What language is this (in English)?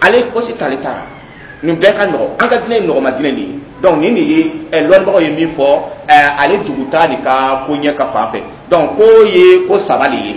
Dyula